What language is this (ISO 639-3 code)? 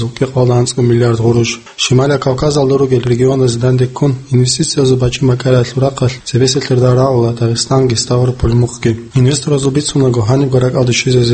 ava